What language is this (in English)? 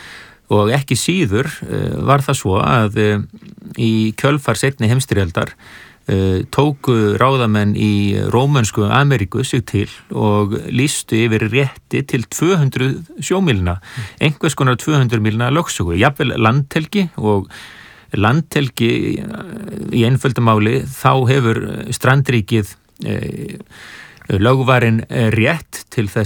Icelandic